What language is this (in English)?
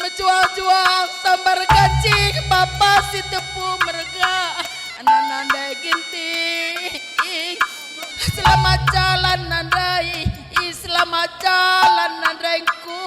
Batak Karo